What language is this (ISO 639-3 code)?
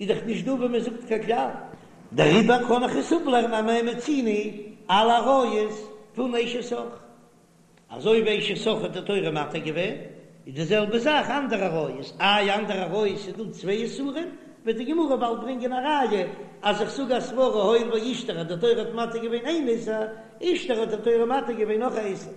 yid